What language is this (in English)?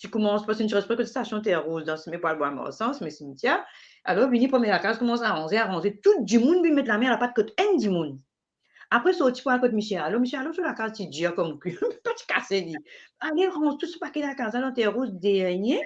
Morisyen